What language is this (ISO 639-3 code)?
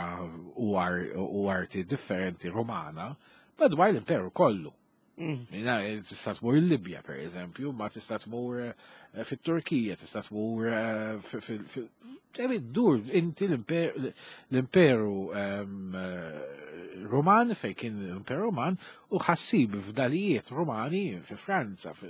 mlt